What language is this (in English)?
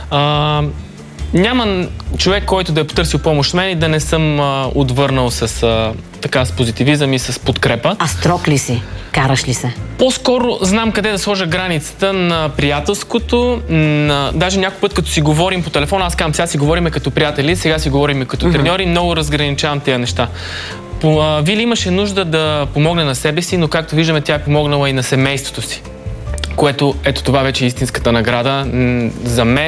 Bulgarian